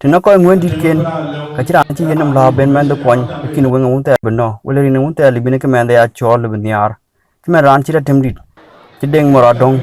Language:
Dinka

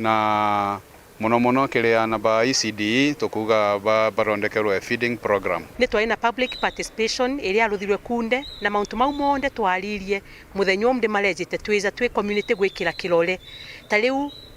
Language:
Meru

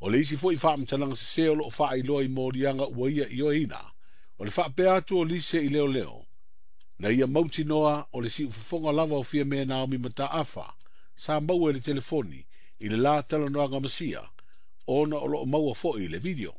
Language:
Samoan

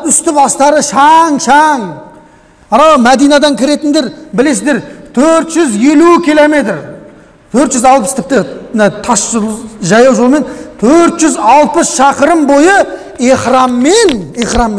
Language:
Kazakh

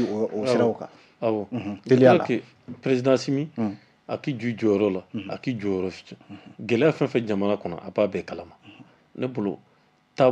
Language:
Bambara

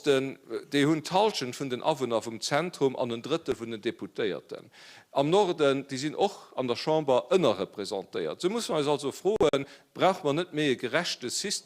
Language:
Luxembourgish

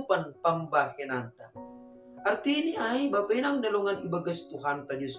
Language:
Batak Simalungun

